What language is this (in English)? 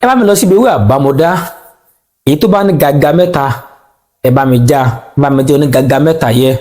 Yoruba